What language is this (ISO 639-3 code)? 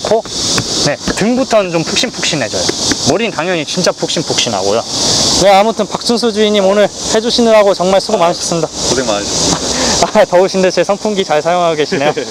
kor